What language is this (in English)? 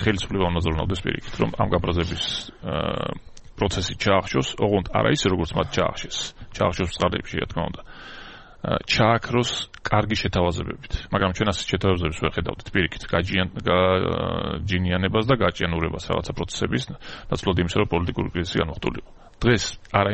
Georgian